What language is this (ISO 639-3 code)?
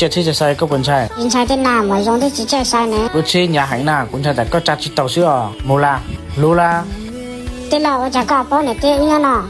hmn